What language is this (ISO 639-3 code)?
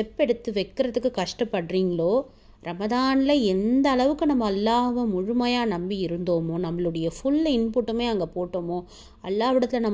tam